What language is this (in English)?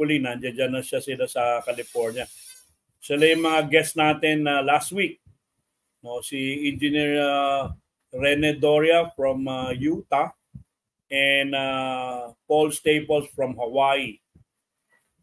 Filipino